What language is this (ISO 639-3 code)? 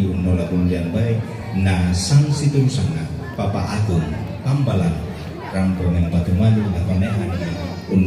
sda